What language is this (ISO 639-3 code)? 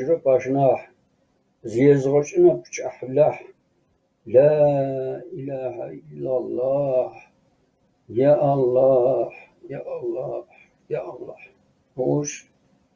kbd